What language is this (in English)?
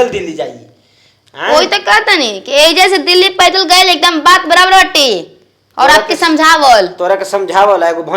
Bhojpuri